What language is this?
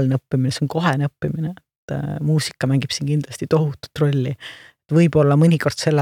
Estonian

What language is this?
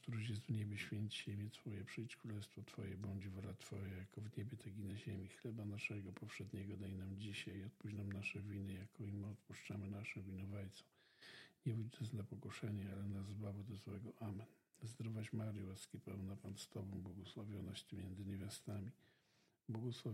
Polish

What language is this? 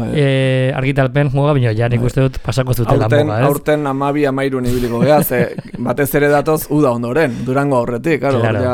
Basque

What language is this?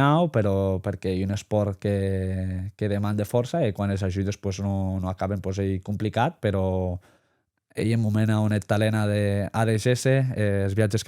Occitan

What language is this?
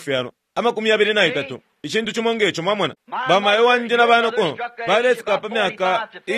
Bemba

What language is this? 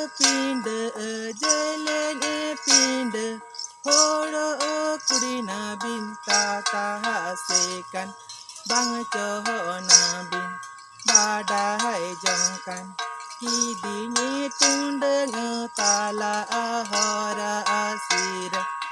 Santali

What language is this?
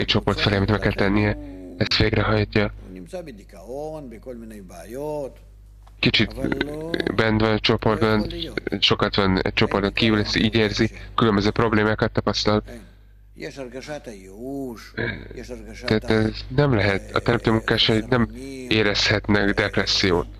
Hungarian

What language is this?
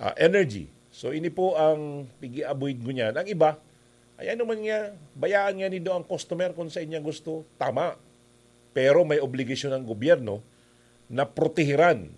Bikol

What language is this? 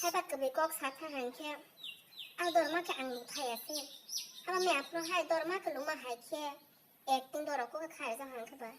Kok Borok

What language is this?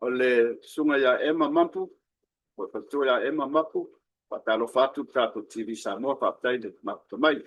Samoan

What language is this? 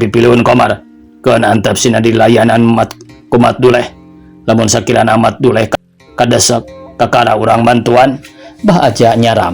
Sundanese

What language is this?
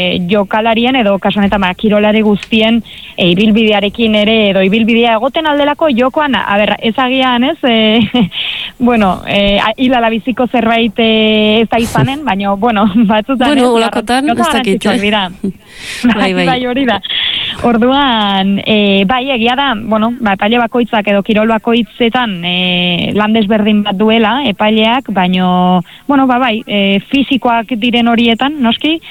Basque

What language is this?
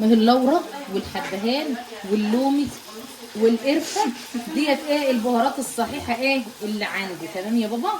Egyptian Arabic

